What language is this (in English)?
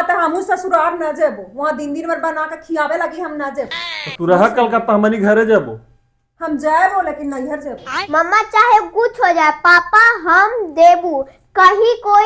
Magahi